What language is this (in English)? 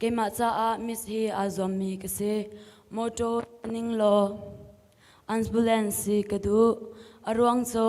Hakha Chin